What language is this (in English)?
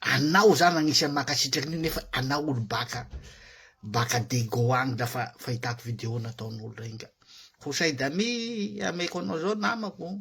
Malagasy